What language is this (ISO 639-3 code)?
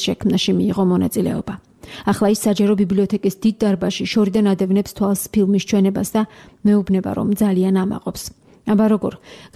kat